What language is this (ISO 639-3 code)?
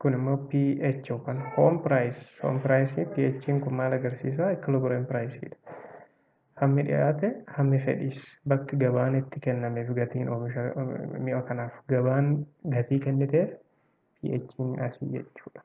orm